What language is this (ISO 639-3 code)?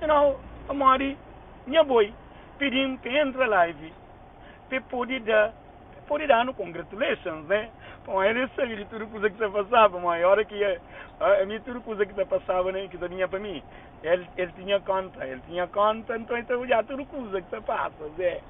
kea